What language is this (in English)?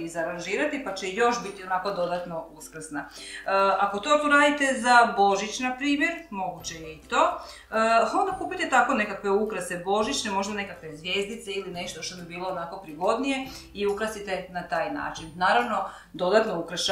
Croatian